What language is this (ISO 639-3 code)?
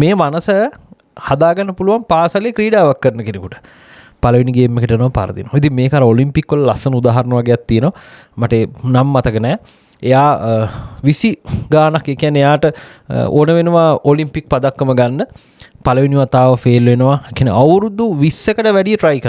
sin